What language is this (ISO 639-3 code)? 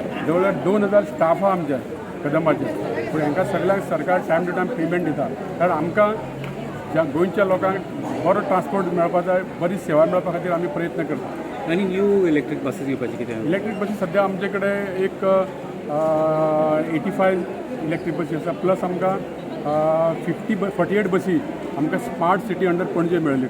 kok